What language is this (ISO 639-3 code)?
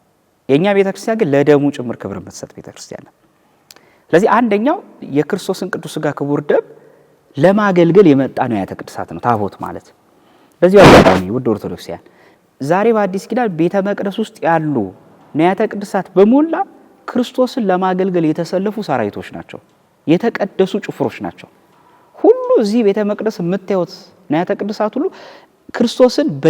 amh